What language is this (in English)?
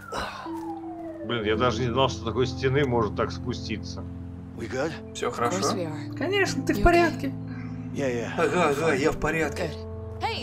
Russian